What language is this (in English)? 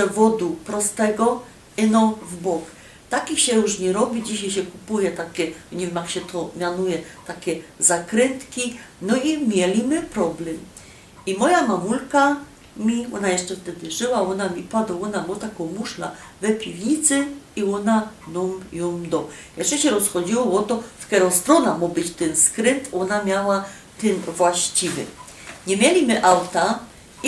Silesian